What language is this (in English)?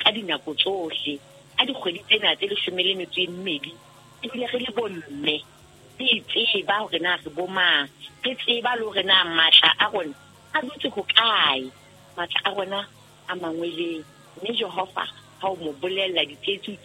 Southern Sotho